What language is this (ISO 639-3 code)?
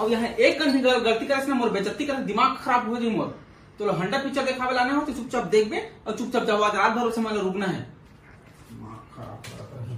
hne